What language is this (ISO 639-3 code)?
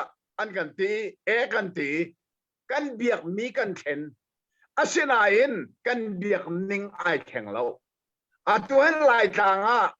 cnh